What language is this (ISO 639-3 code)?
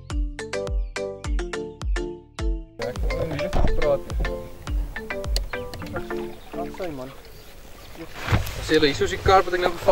afr